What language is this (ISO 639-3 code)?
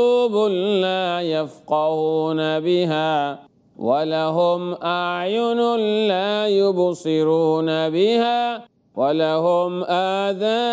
ben